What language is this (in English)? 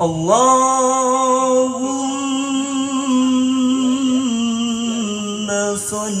Betawi